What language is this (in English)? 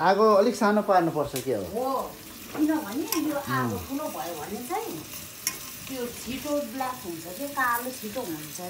Nepali